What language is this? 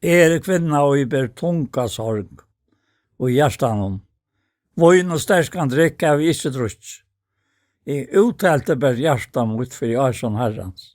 Faroese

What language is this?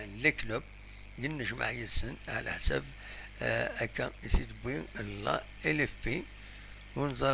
Kabyle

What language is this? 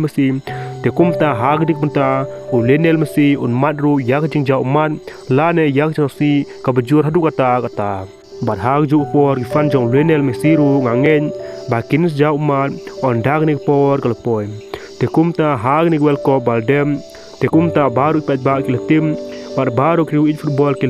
Khasi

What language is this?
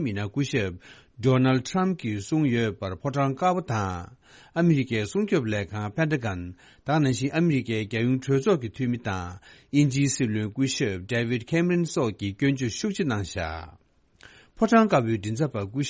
Tibetan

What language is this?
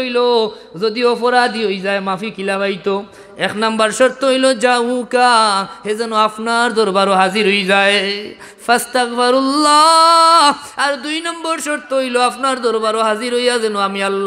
Sylheti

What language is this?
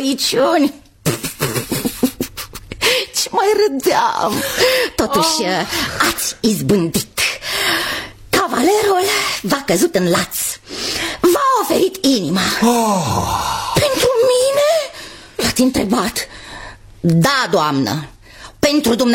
Romanian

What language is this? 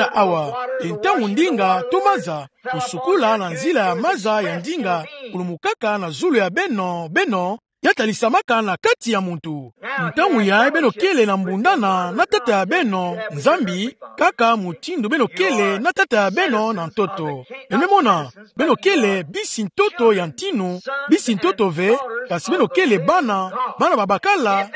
Kituba (Democratic Republic of Congo)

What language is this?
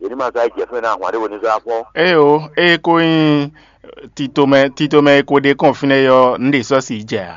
Fon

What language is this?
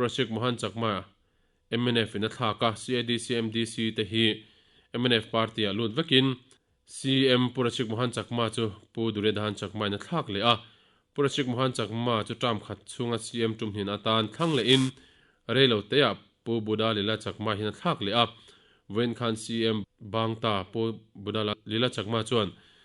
Mizo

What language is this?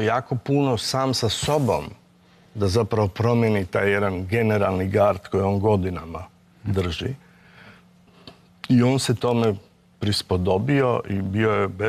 Croatian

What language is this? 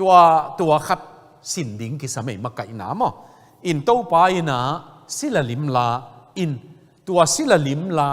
Tedim Chin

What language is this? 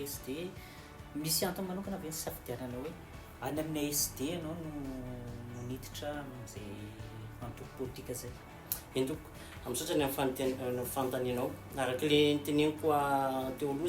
Malagasy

